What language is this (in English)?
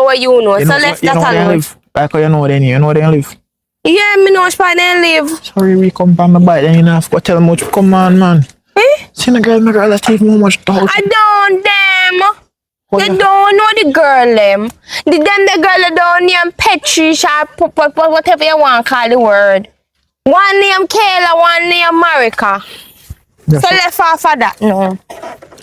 Jamaican Creole English